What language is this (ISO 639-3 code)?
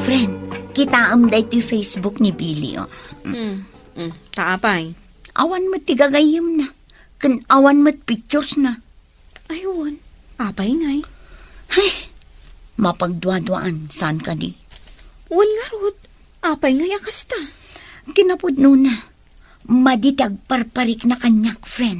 ilo